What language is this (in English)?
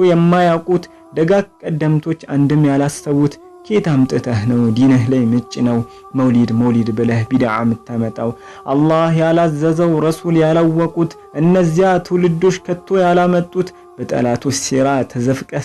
Amharic